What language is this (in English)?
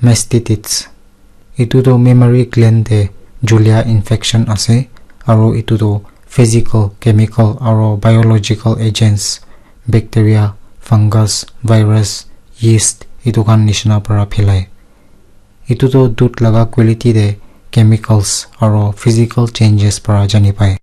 Naga Pidgin